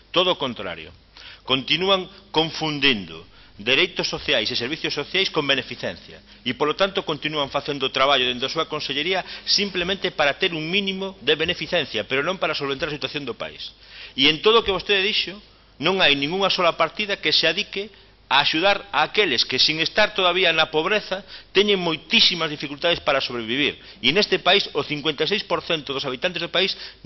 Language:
Galician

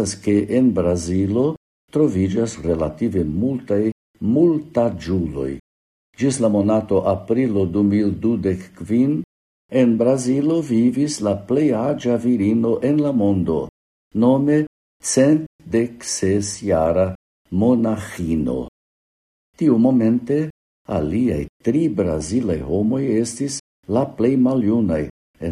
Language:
Esperanto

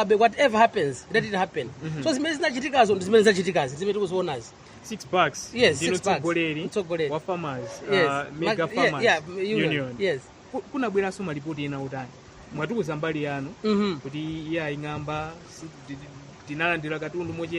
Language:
Nyanja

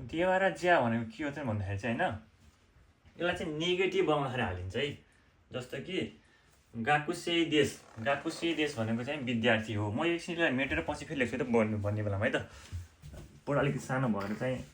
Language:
Nepali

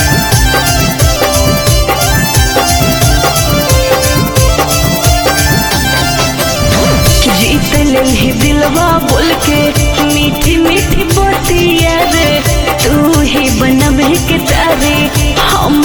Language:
Bhojpuri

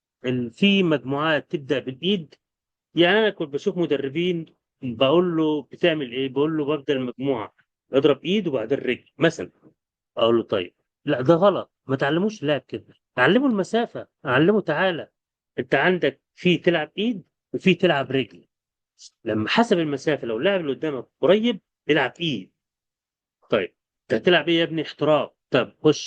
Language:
Egyptian Arabic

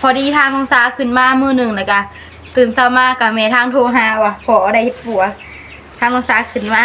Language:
Northeastern Thai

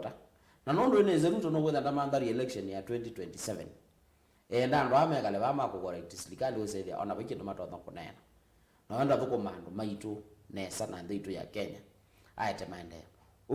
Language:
Kamba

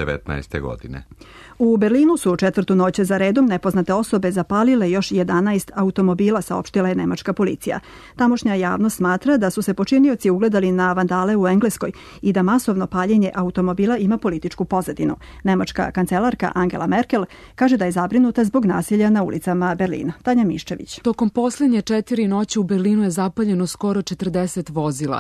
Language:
Serbian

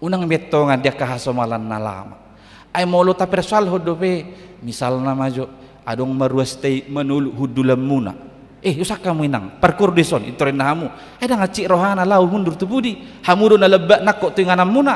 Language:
Batak Toba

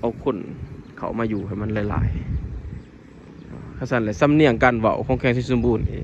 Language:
Lao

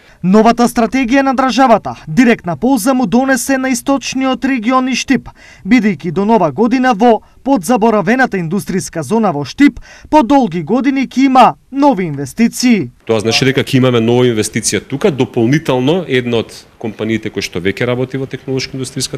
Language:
Macedonian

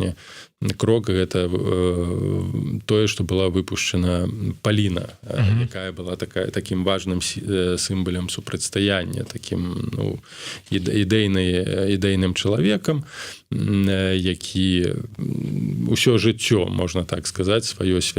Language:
Belarusian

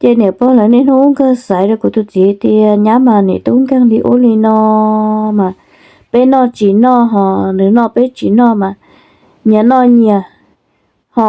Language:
Hmong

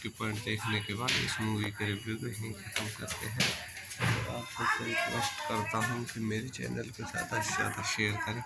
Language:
Hindi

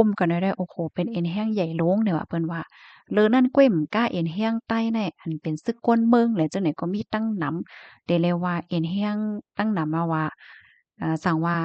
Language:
Shan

